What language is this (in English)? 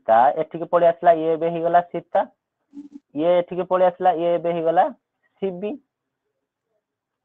Odia